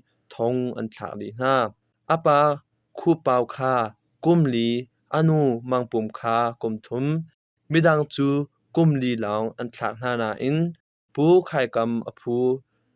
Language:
Hakha Chin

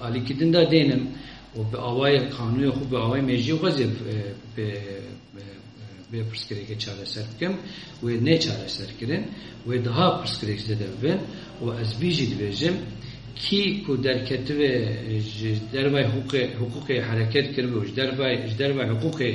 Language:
Kurdish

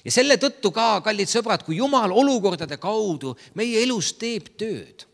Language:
Estonian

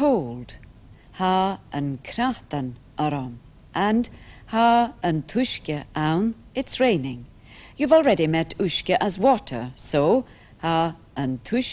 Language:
Scottish Gaelic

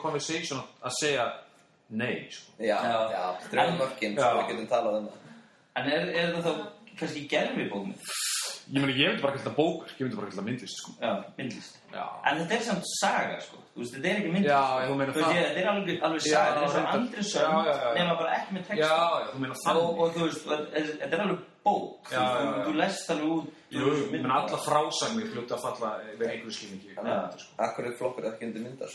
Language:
Icelandic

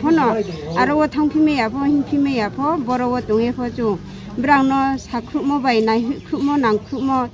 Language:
Riang (India)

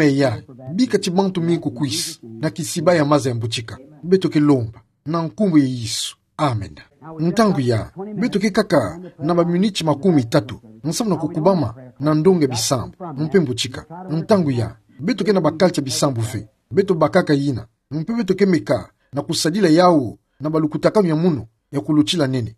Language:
Kituba (Democratic Republic of Congo)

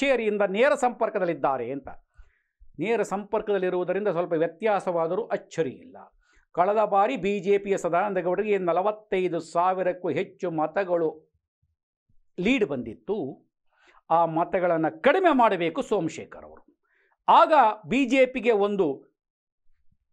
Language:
Kannada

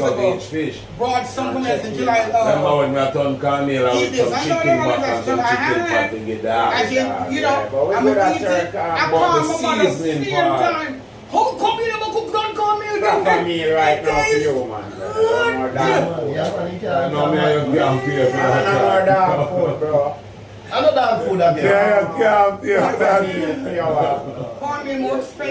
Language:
Jamaican Creole English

